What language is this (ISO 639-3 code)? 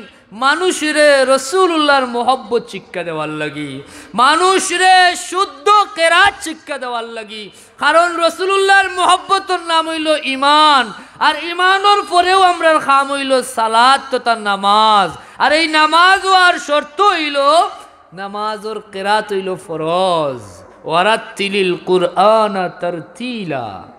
syl